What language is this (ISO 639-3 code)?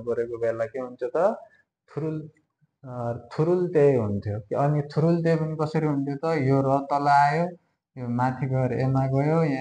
nep